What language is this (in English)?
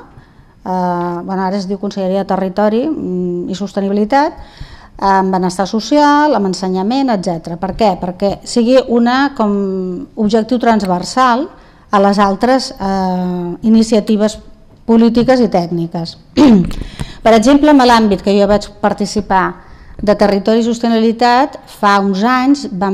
Catalan